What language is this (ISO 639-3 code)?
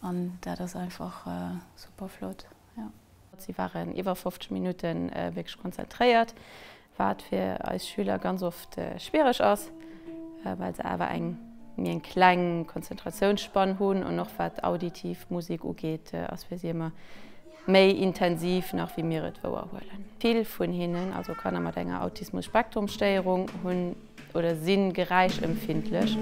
ltz